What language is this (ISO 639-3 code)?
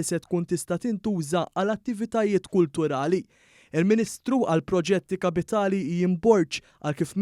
mlt